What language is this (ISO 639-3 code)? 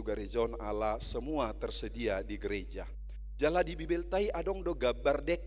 bbc